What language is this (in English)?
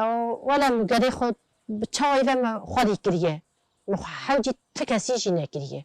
Kurdish